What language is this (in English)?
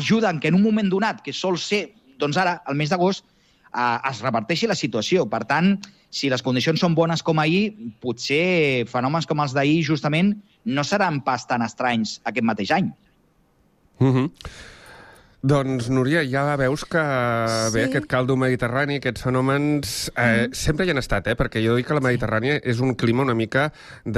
Catalan